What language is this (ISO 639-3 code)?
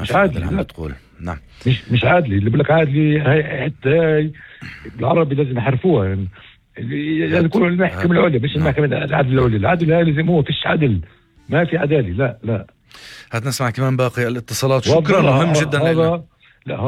apc